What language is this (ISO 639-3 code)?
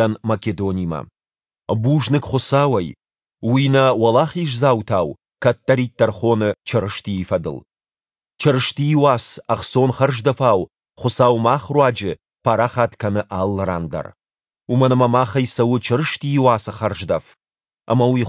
oss